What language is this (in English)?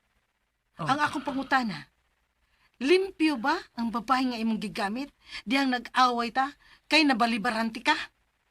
Cebuano